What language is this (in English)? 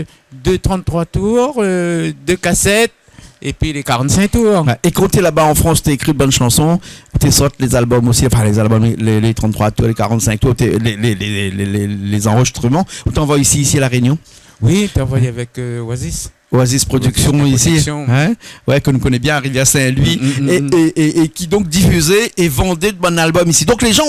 Réunion Creole French